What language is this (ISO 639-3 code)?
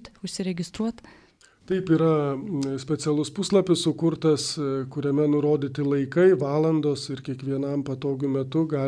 lit